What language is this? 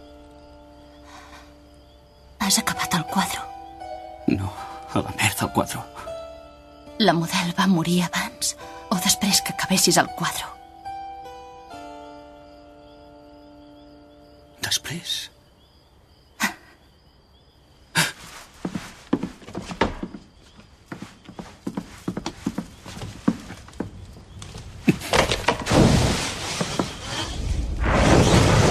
Catalan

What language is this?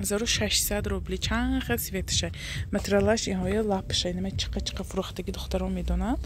Tajik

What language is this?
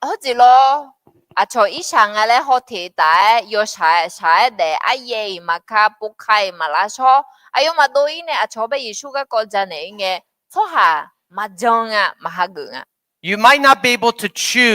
Akha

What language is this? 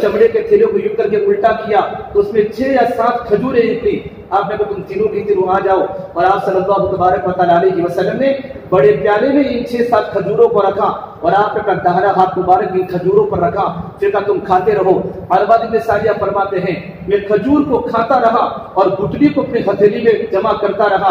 Urdu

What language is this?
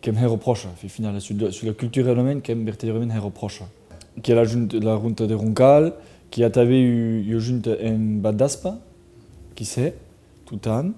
Occitan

